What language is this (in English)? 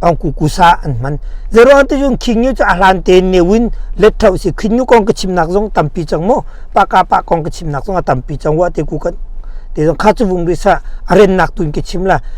Hakha Chin